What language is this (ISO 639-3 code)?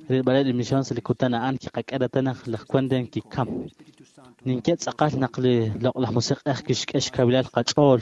kek